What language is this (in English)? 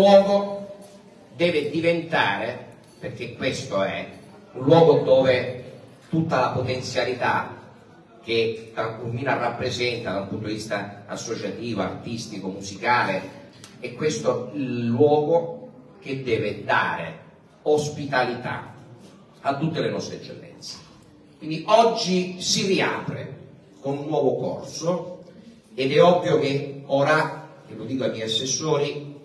Italian